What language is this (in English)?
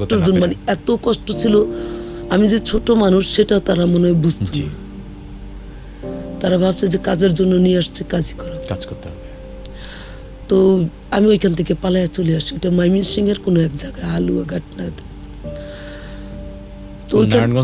Bangla